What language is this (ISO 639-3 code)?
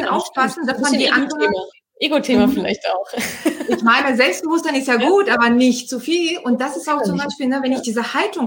deu